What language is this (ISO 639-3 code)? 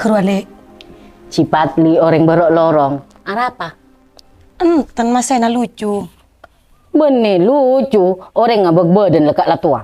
mad